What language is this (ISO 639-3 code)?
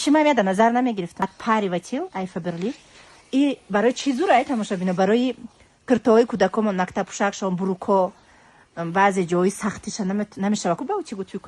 tgk